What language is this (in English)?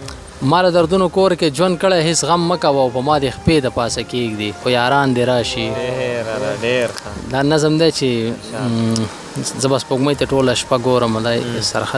Pashto